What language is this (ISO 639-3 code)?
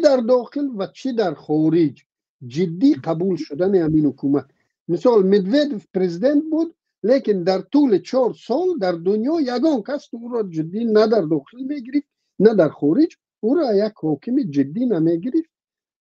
tgk